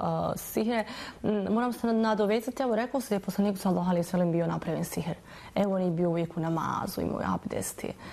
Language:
Bosnian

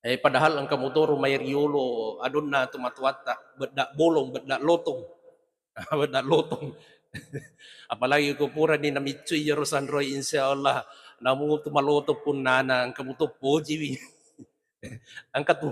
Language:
Buginese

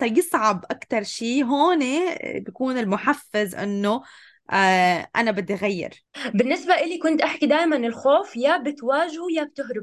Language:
North Levantine Arabic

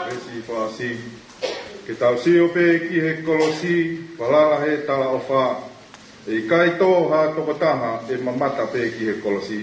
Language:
Tongan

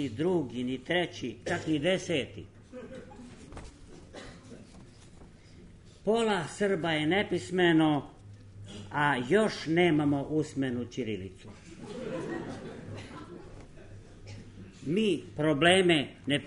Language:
Serbian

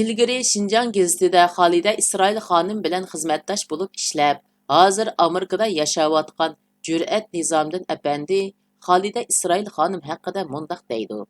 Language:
Uyghur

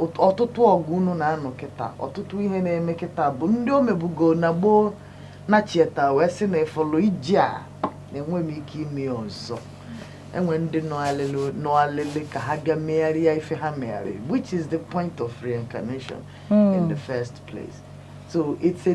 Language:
Igbo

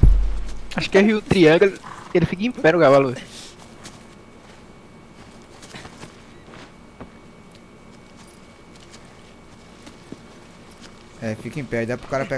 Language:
Portuguese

